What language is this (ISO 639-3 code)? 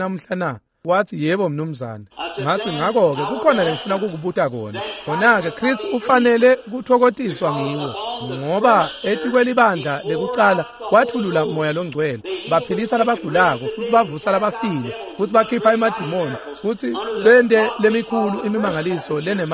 ssw